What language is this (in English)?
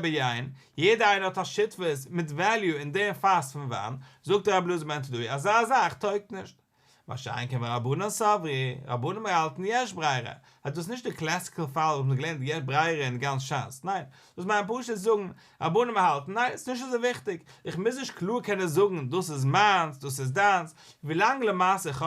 Yiddish